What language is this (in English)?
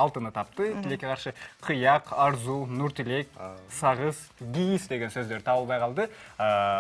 Kyrgyz